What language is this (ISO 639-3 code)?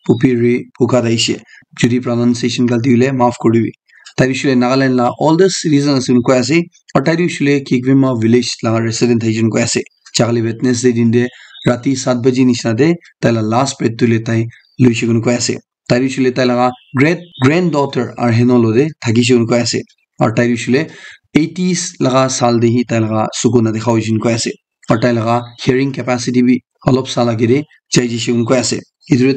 nag